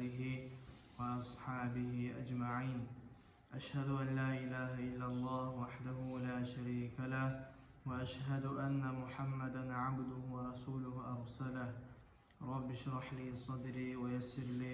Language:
Kumyk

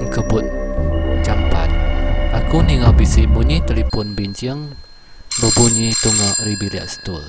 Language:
Iban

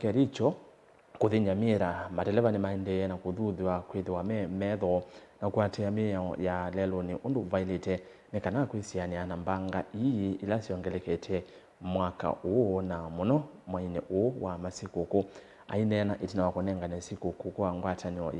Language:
Kamba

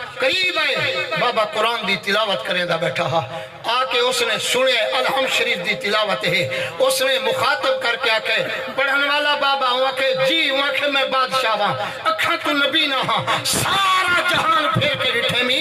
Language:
Saraiki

